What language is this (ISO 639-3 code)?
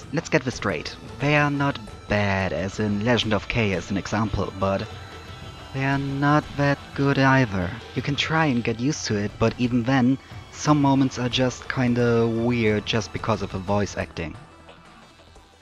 eng